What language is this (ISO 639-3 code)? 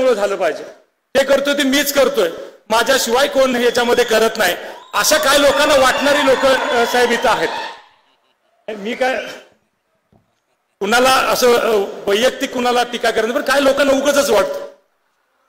mar